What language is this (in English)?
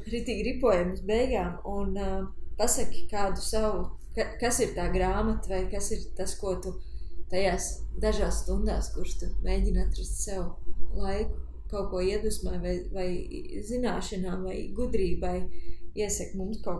Latvian